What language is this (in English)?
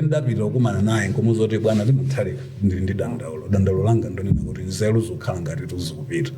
Nyanja